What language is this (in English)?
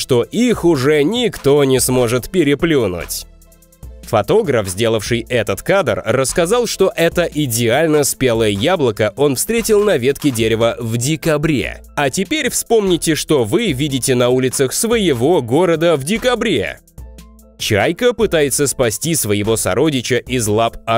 Russian